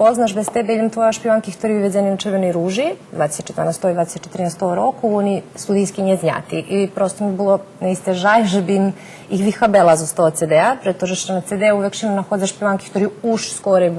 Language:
Rusyn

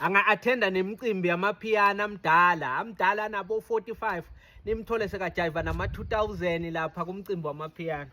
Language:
Zulu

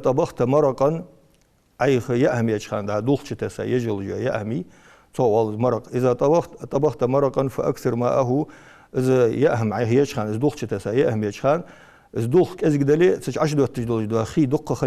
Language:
Ingush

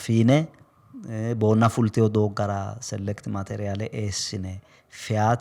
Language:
Sidamo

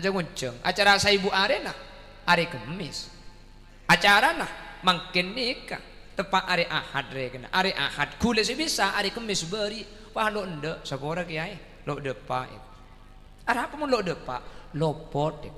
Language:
Madurese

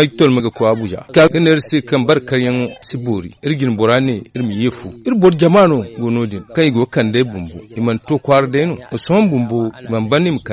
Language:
Zarma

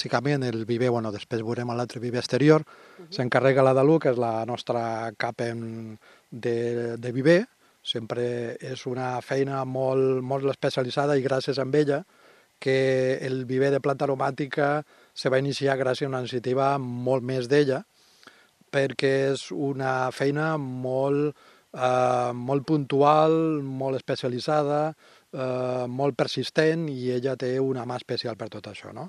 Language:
Catalan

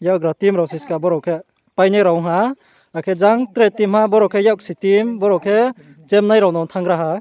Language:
Riang (India)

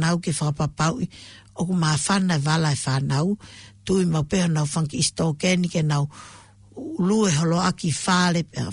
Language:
Tongan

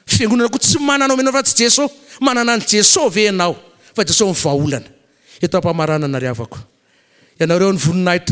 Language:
Malagasy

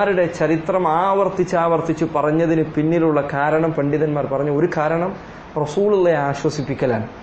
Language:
Malayalam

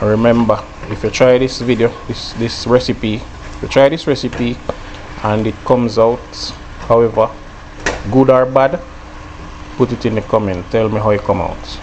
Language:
Jamaican Creole English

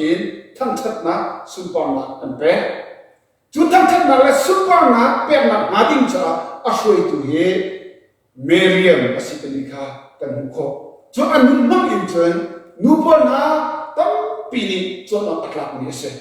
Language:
Hakha Chin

